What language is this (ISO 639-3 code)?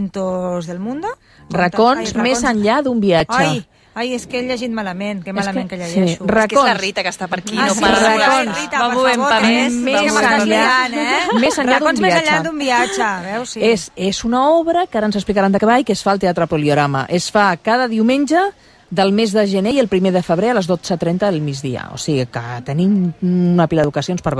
cat